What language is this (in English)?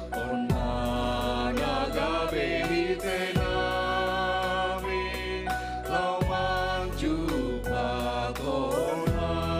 Batak Simalungun